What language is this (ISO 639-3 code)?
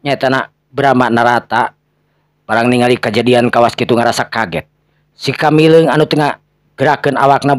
sun